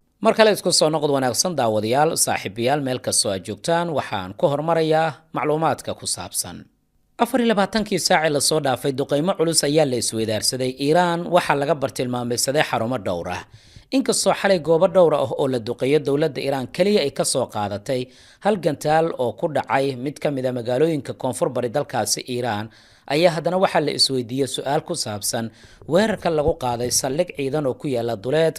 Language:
Somali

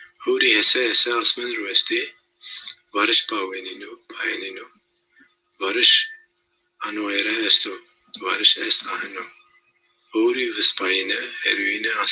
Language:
Zaza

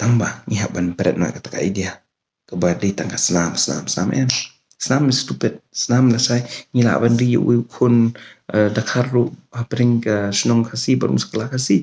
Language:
Khasi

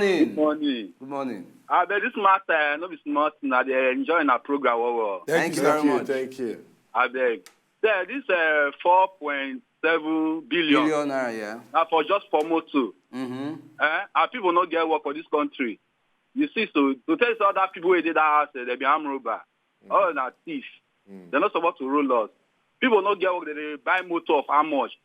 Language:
Nigerian Pidgin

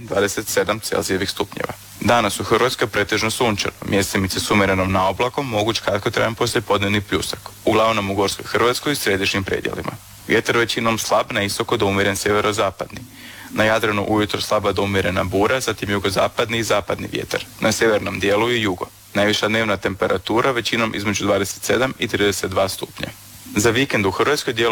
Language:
Croatian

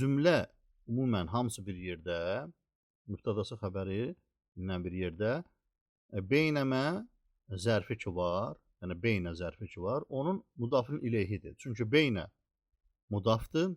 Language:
Azerbaijani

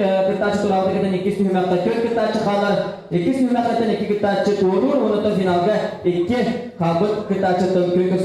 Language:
Yakut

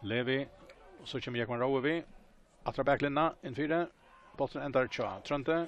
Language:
Faroese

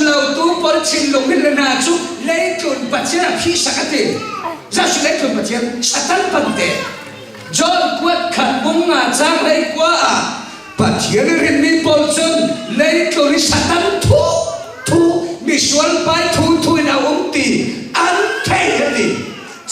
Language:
Falam Chin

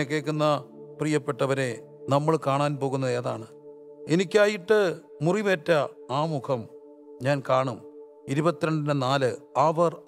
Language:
Malayalam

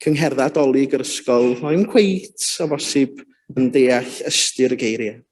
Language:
Welsh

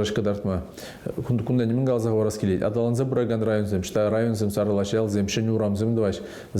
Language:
Chuvash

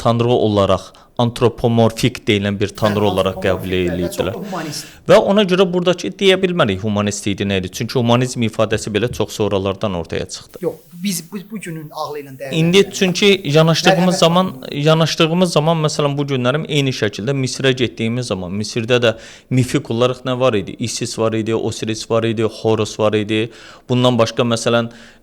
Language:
Azerbaijani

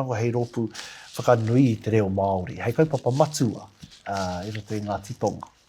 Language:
Māori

